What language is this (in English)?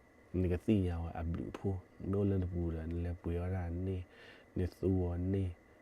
S'gaw Karen